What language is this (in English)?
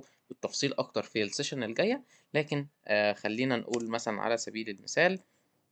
Egyptian Arabic